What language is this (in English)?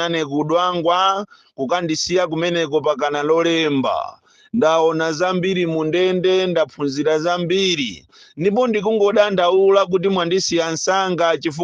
Nyanja